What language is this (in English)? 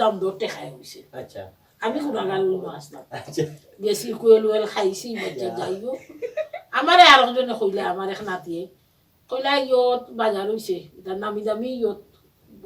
Sylheti